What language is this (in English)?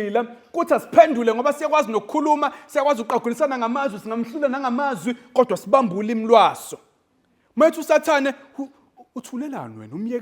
Zulu